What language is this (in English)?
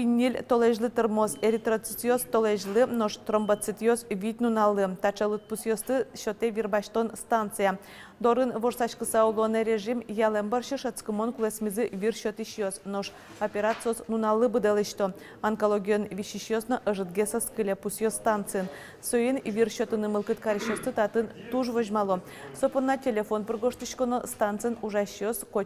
Udmurt